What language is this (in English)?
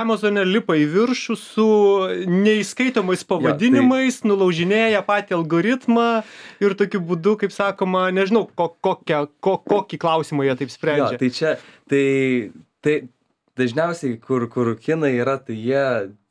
Lithuanian